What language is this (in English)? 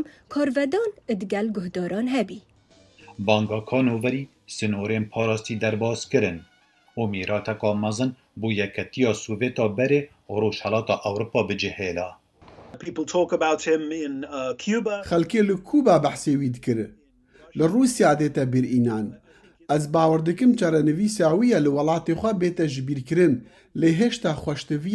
Kurdish